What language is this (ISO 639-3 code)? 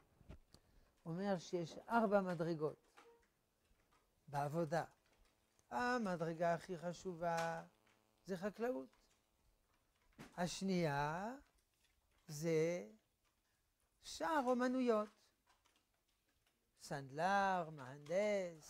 heb